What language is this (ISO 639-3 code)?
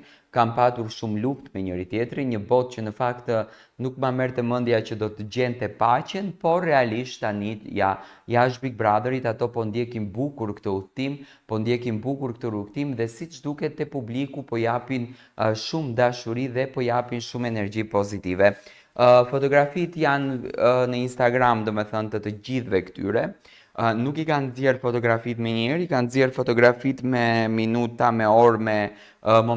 sqi